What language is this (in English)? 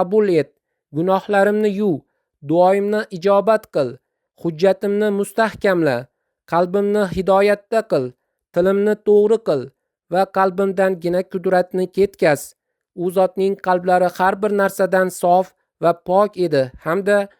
Uzbek